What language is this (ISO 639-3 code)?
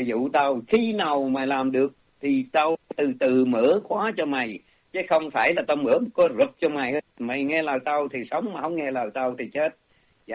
vie